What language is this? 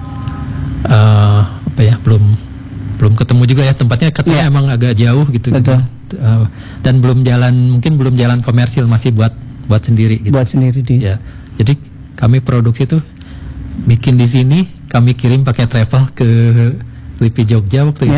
Indonesian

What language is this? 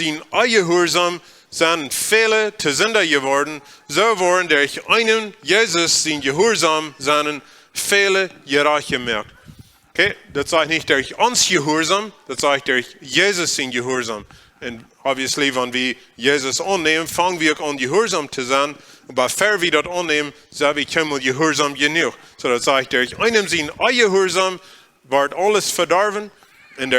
Plautdietsch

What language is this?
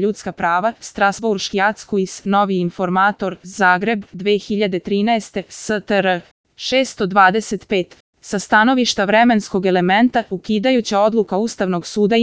Serbian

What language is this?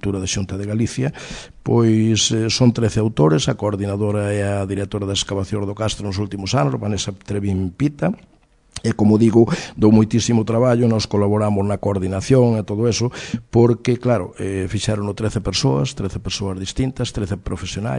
Galician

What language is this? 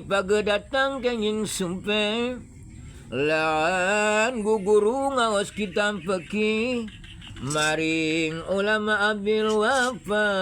Sundanese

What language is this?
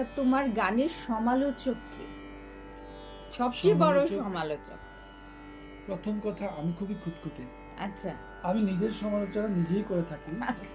Bangla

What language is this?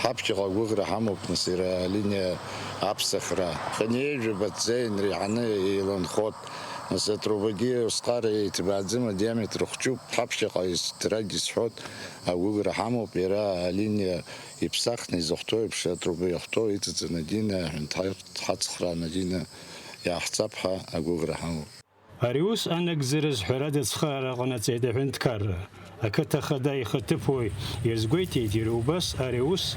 Abkhazian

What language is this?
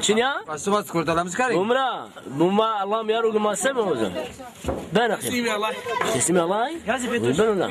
Zaza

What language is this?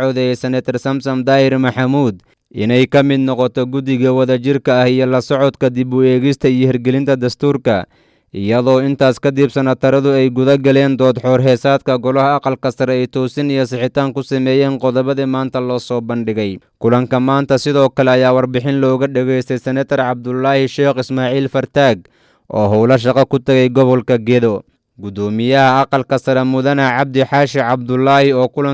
Somali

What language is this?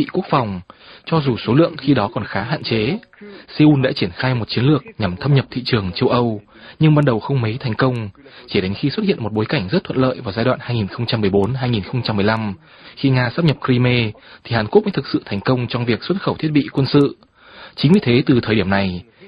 Vietnamese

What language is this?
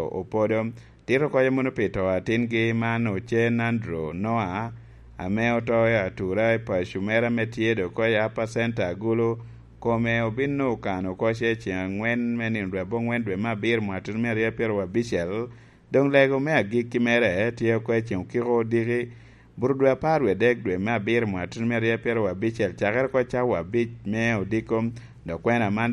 Lango (Uganda)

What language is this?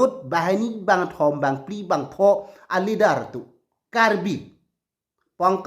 Karbi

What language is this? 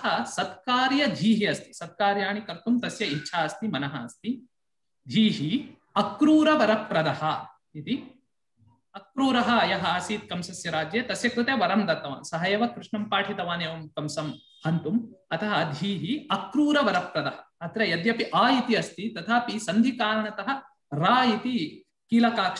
Sanskrit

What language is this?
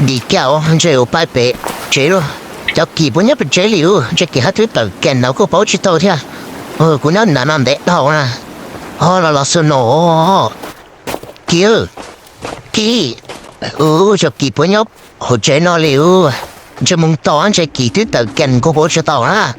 Hmong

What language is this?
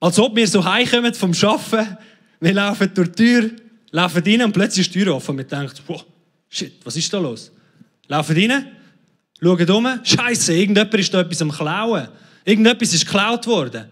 Swiss German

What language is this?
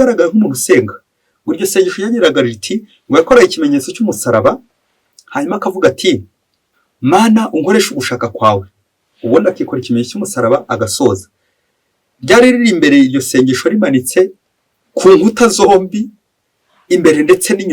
Kinyarwanda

